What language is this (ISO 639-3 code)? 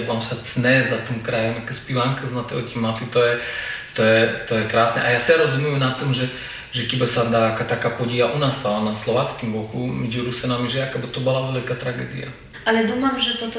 rue